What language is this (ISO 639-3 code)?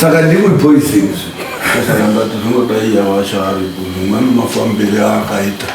sna